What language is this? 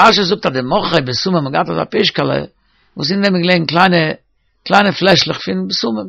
Yiddish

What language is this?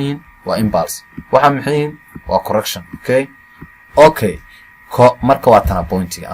Somali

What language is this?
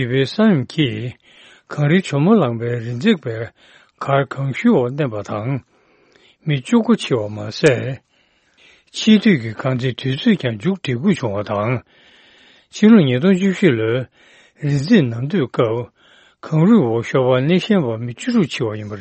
Tibetan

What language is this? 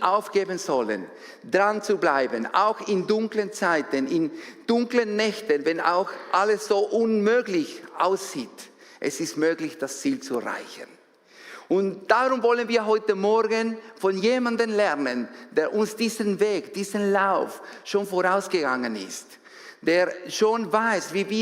Swiss German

